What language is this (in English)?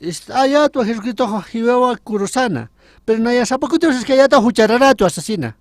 Aymara